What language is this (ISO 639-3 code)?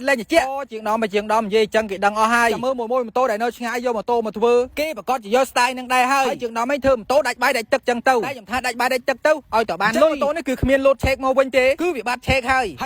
khm